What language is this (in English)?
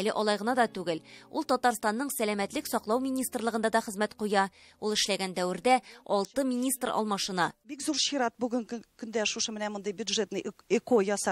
Tatar